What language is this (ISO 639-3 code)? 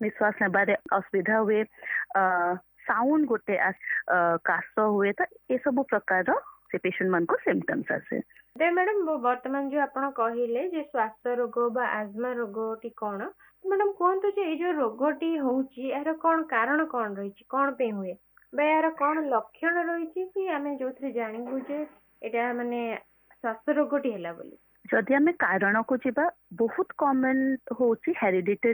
ori